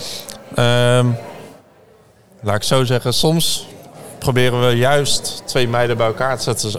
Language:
Dutch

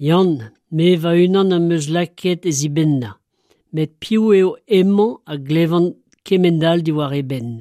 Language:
Breton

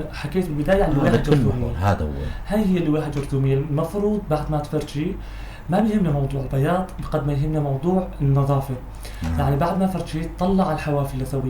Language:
North Levantine Arabic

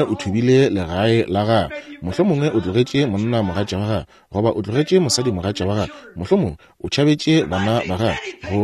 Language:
Northern Sotho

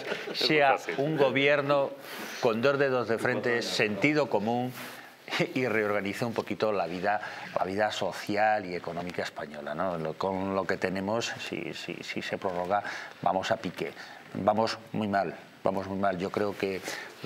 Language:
Spanish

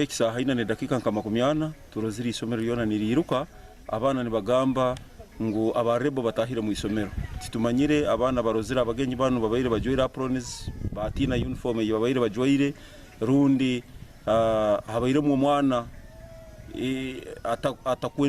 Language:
Nyankole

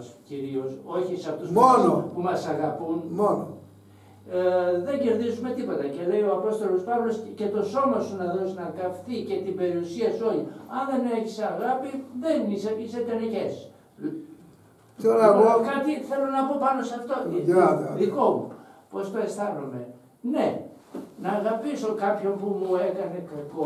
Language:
Greek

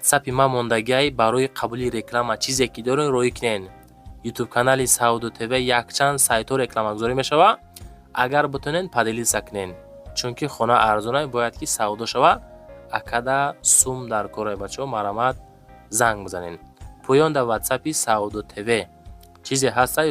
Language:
Tajik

